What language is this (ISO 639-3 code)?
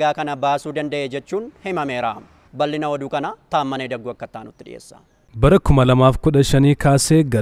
orm